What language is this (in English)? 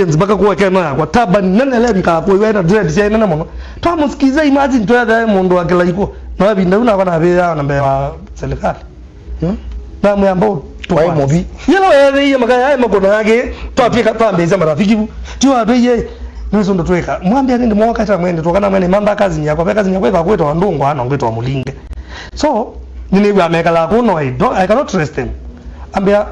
Kamba